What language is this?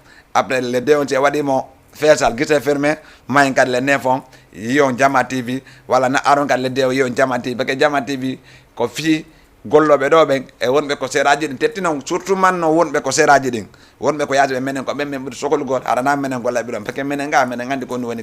Fula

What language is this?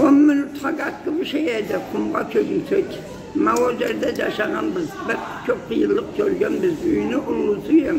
Karachay-Balkar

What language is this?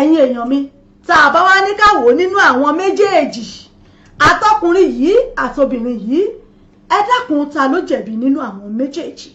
Yoruba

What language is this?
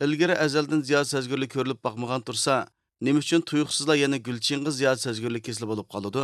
Uyghur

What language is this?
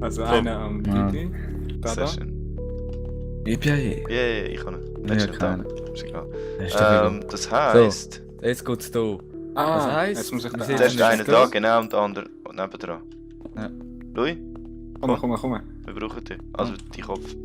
Swiss German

